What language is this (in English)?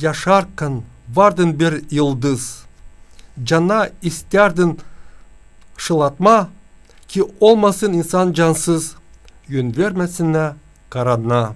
Gagauz